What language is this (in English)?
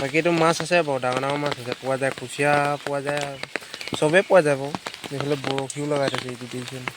Assamese